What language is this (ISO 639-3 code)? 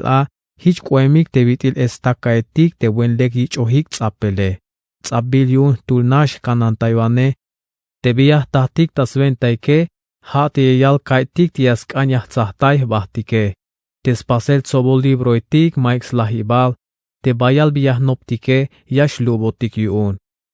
tzh